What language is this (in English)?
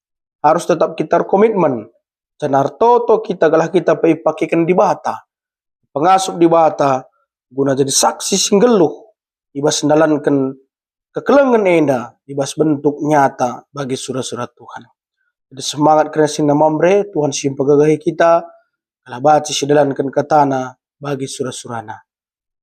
Batak Karo